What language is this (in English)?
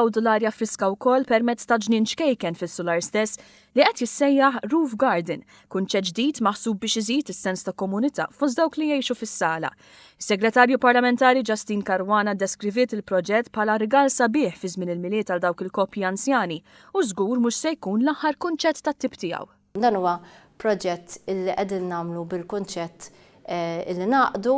Maltese